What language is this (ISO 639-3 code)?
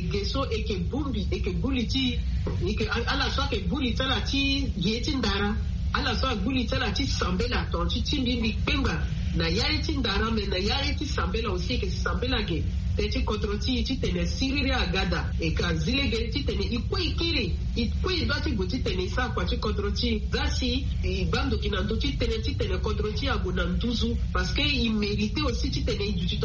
sag